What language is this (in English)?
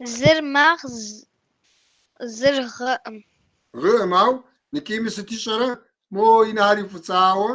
Kabardian